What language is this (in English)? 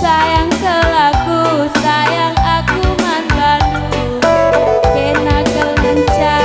Batak Karo